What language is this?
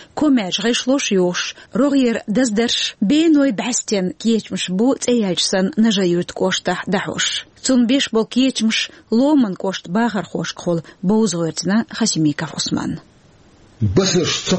Chechen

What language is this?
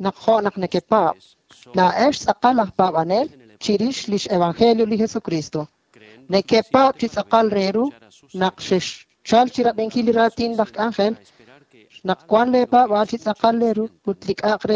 Kekchí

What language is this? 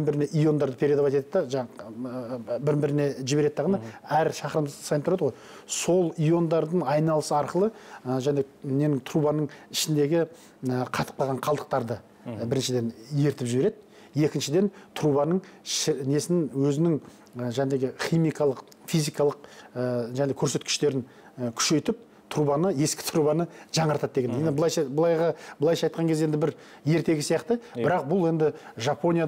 Kazakh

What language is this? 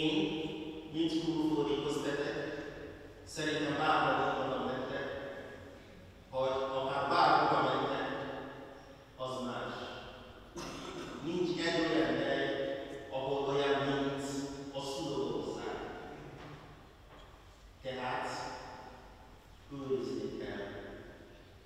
Hungarian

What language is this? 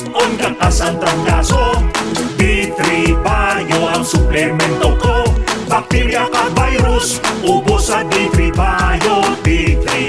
Hiligaynon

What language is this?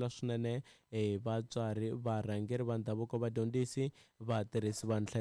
Tsonga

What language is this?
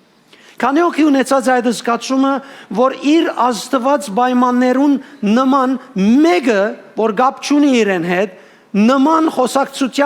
Western Armenian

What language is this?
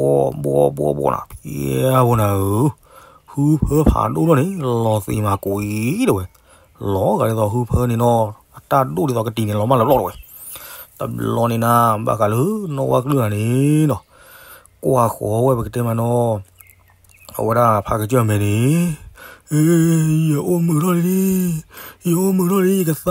S'gaw Karen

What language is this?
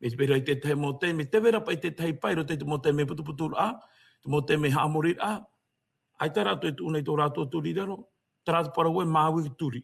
Tahitian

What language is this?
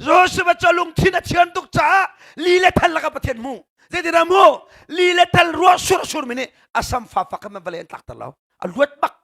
Hakha Chin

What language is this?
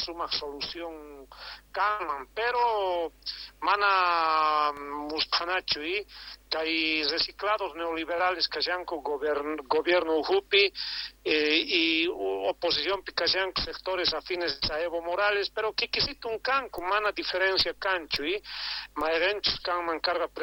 South Bolivian Quechua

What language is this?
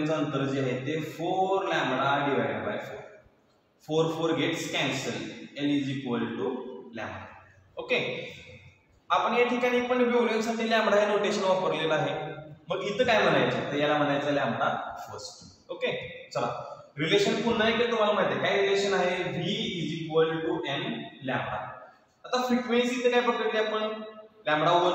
Marathi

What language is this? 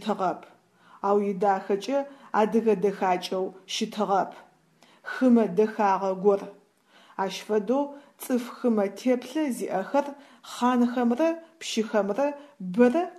Adyghe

